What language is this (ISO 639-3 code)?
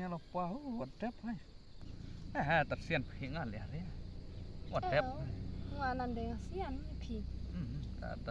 kha